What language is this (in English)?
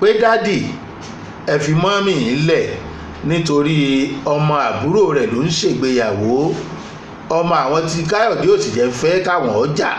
Yoruba